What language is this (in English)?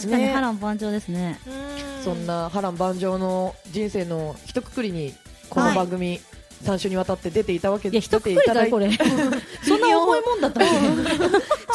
Japanese